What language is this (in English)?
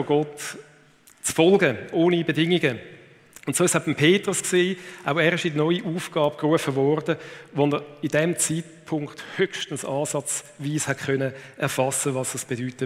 Swiss German